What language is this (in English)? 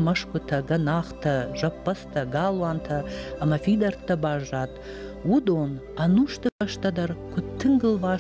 Ossetic